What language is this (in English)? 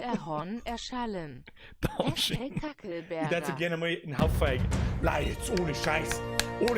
Bavarian